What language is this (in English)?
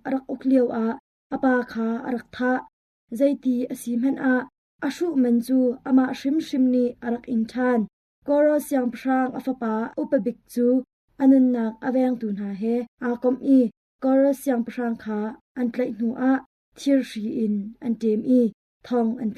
Hakha Chin